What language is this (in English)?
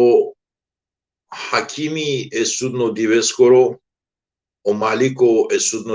Balkan Romani